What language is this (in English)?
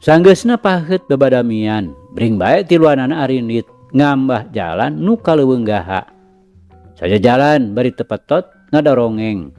Sundanese